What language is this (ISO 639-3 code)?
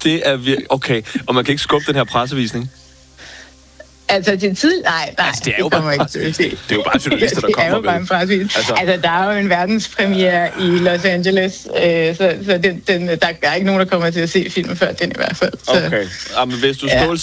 dan